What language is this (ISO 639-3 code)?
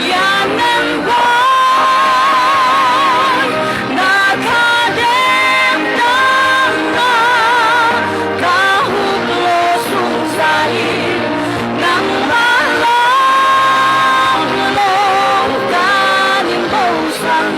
cnh